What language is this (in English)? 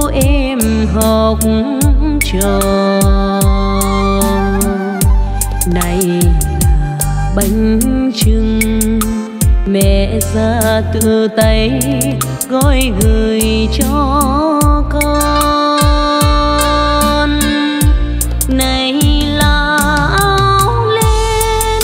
Vietnamese